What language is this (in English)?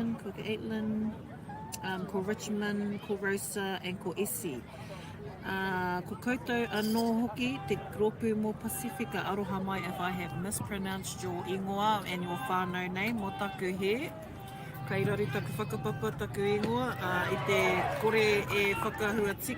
Māori